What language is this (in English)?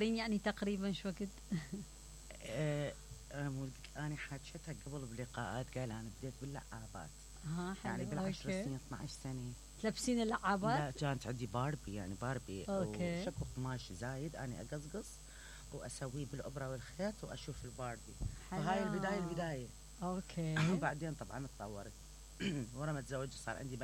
Mesopotamian Arabic